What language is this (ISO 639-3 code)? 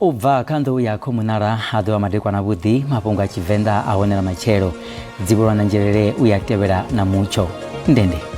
ven